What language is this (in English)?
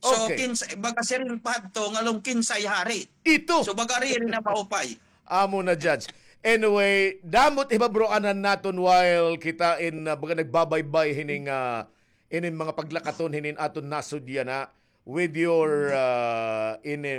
Waray